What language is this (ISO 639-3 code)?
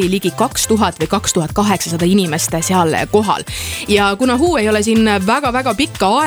est